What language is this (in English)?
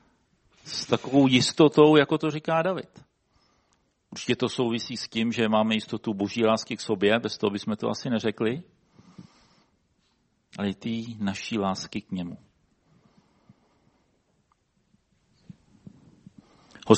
Czech